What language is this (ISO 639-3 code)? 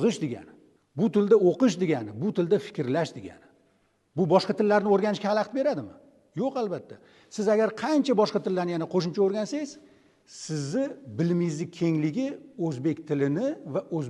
uzb